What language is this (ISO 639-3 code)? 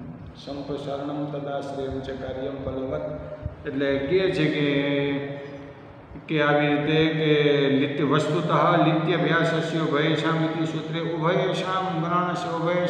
guj